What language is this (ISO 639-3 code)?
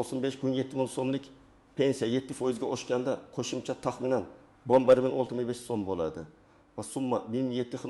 uzb